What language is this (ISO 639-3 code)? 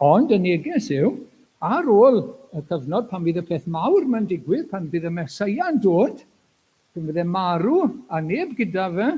cym